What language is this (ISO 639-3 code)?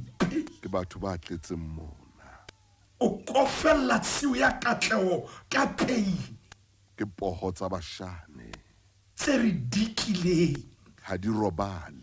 sot